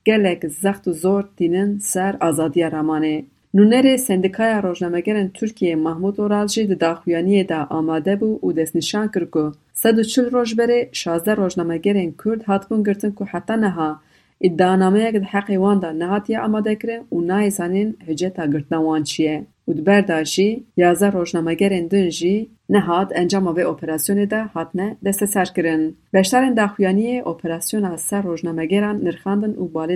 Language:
Kurdish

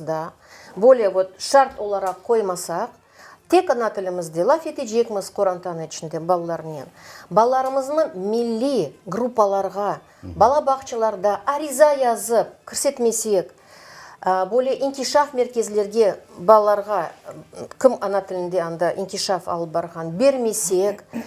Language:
Crimean Tatar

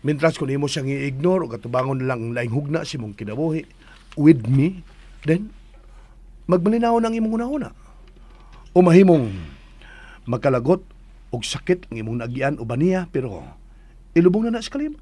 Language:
Cebuano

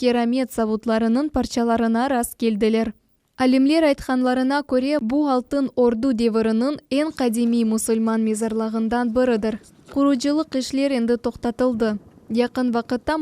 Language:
Crimean Tatar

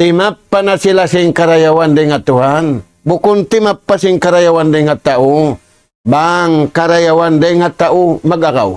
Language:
Tausug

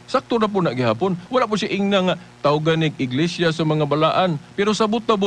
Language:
Cebuano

